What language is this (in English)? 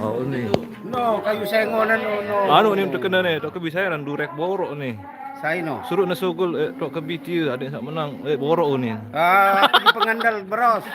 Sasak